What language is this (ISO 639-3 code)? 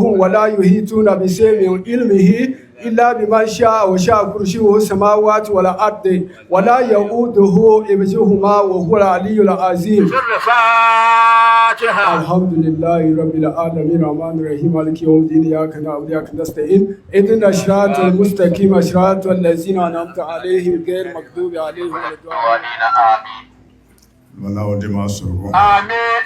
dag